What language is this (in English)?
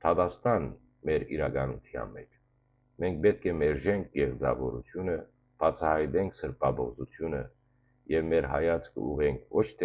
Western Armenian